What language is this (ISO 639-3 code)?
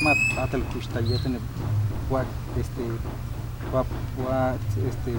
yua